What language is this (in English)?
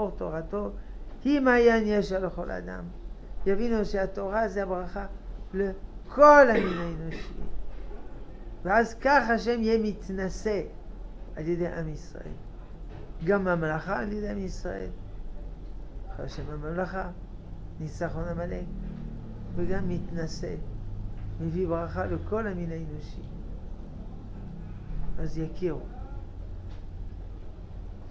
Hebrew